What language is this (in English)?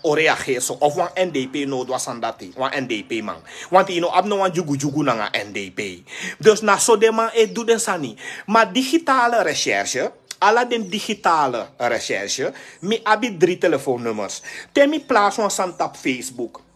Sranan Tongo